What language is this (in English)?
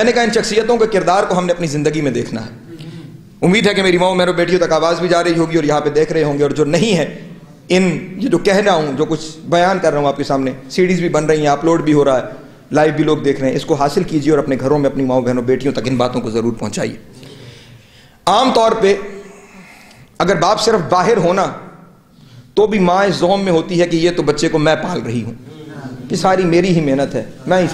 Urdu